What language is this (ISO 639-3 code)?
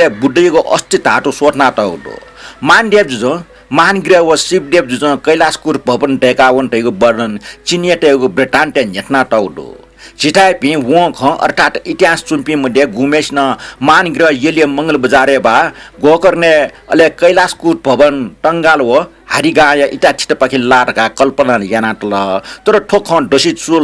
new